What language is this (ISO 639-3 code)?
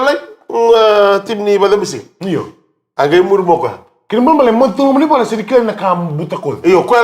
fij